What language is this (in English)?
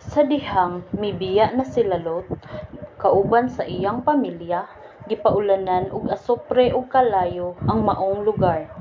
Cebuano